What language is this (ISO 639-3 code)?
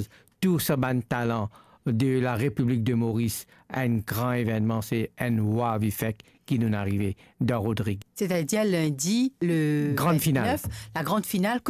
mfe